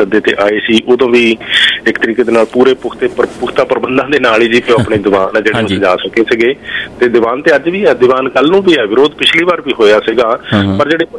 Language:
Punjabi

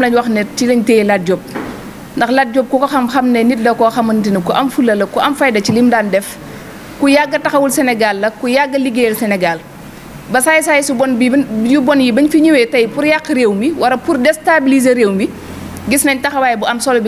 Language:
Wolof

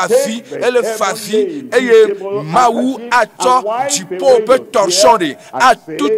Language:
Ewe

